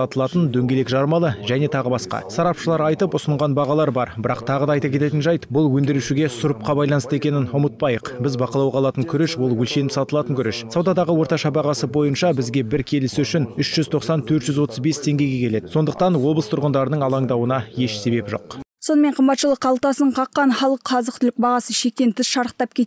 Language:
Kazakh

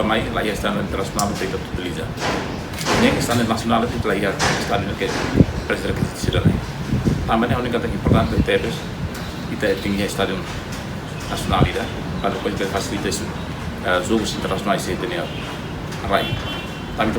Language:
Tetum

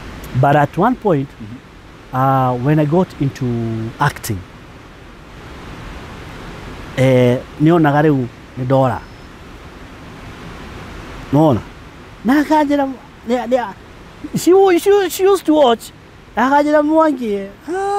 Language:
Kikuyu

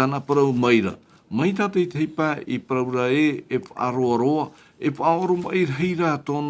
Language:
Tahitian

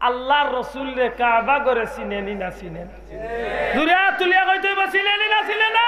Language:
Sylheti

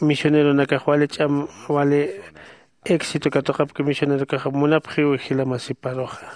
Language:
Aymara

